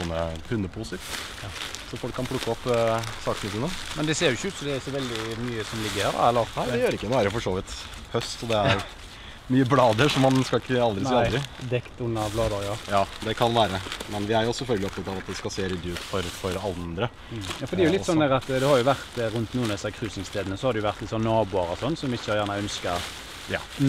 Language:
Norwegian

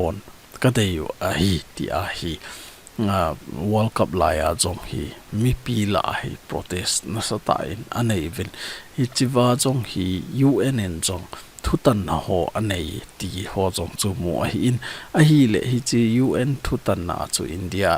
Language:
Thado Chin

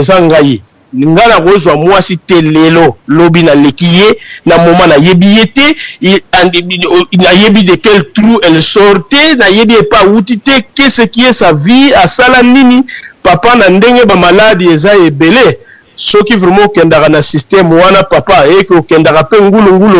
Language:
Lingala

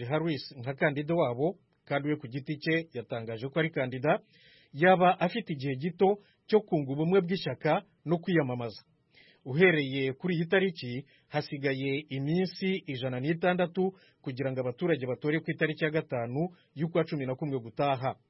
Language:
Kinyarwanda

